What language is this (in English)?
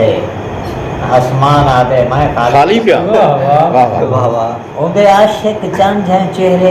Saraiki